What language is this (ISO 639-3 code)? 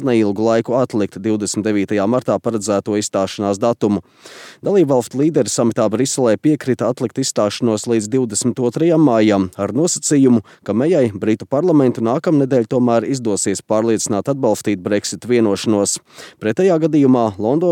lav